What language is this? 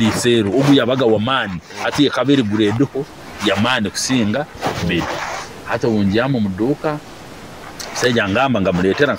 Nyoro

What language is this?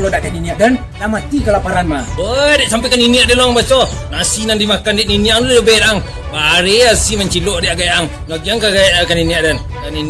Minangkabau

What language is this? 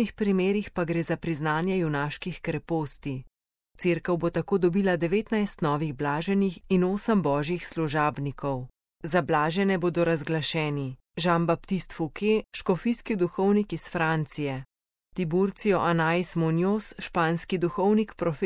Slovenian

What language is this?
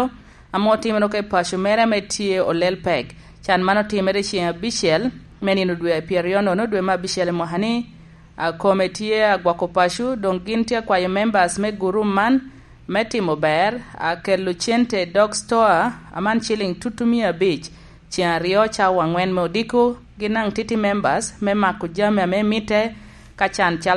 Lango (Uganda)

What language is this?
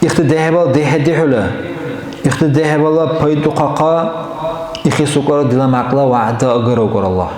Dargwa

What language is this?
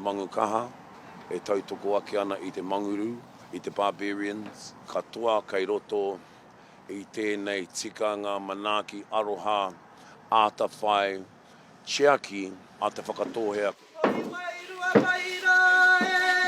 Māori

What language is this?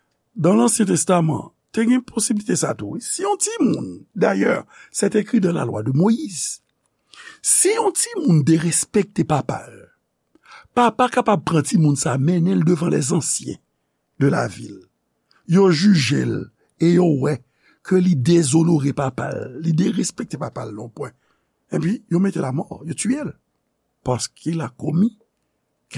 Haitian Creole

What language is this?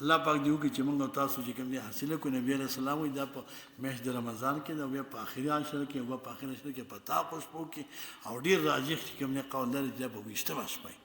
Pashto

